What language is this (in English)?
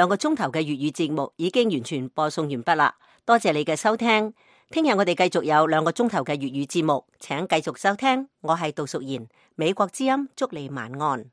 Cantonese